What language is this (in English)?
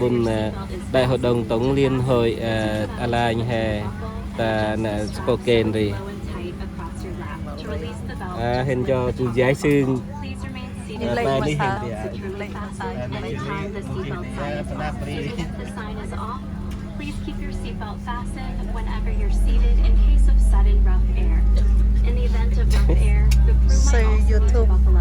Central Mnong